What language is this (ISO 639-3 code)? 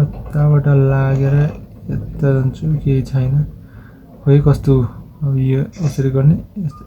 nep